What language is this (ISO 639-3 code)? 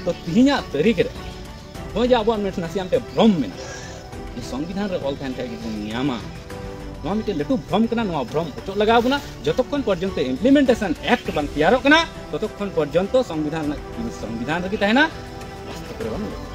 sat